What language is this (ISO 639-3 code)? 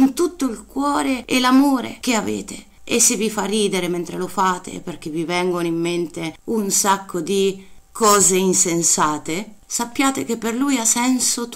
ita